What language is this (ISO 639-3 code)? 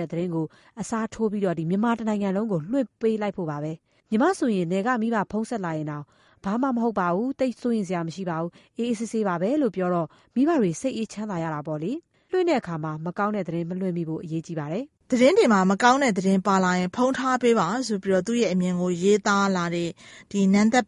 mya